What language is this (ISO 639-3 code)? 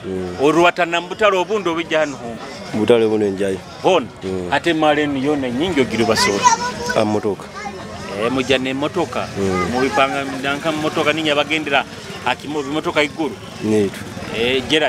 nyo